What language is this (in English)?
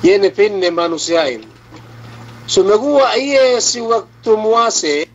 Yakan